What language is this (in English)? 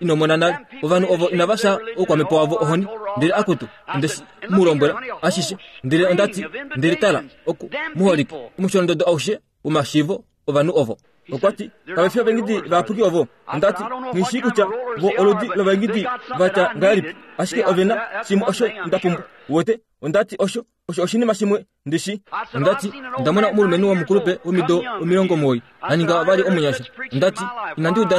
Kuanyama